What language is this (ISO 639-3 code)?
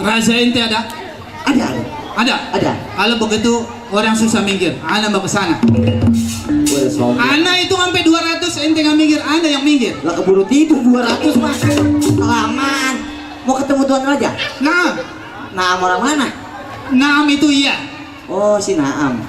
bew